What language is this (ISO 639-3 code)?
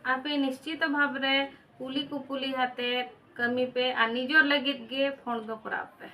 sat